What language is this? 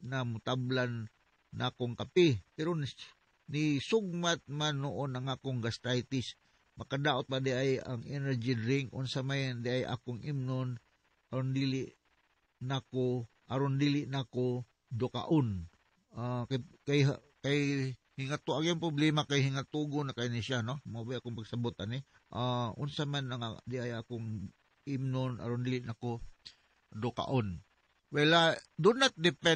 Cebuano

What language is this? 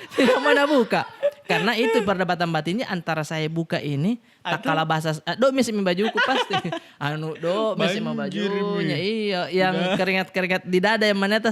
Makassar Malay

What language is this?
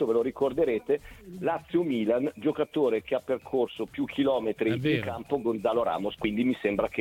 Italian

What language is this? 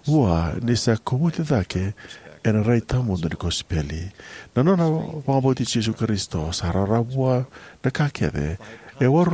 Fijian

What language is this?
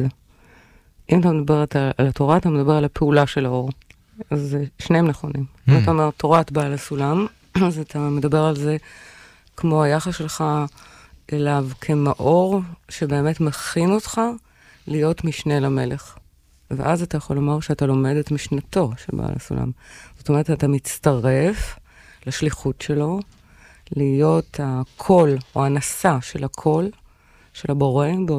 Hebrew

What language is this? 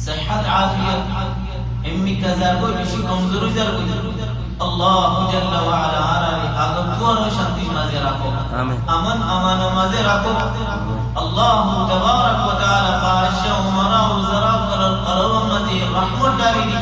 Rohingya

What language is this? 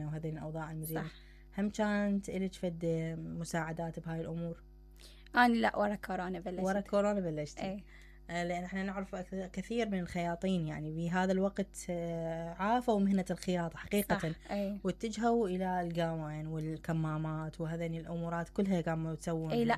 Mesopotamian Arabic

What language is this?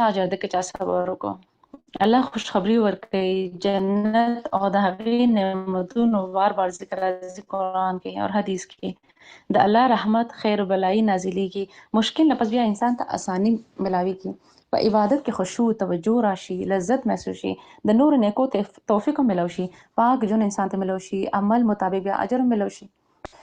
Pashto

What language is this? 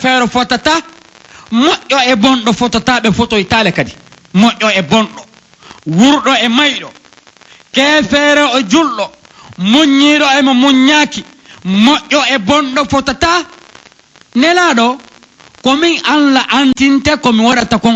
Pular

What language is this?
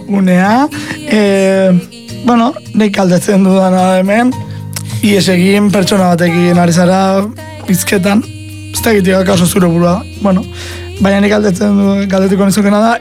Basque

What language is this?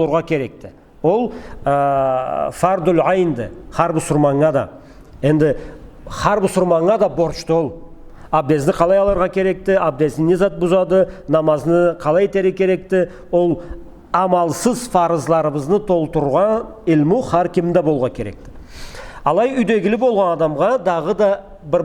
Karachay-Balkar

